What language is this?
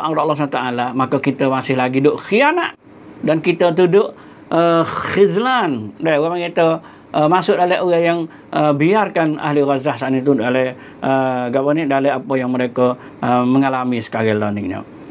Malay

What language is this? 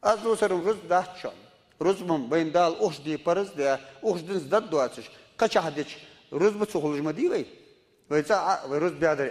Ingush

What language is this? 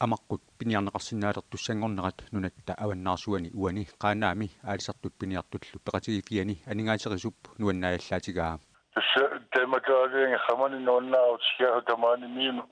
Kalaallisut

